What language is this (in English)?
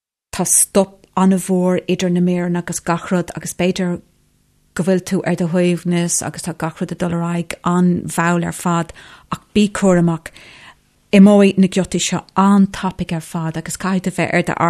Irish